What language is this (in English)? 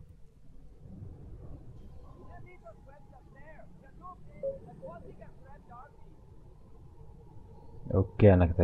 Hungarian